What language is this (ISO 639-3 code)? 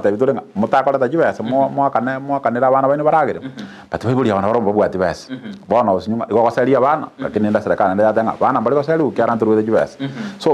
guz